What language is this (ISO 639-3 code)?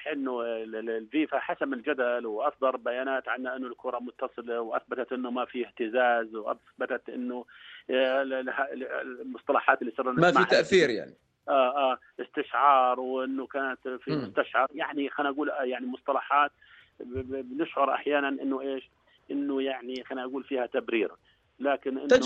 apc